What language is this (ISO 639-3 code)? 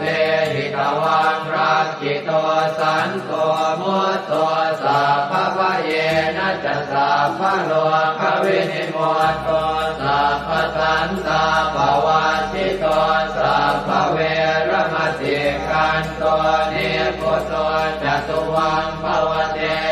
pli